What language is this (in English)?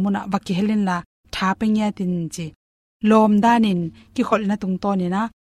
Tedim Chin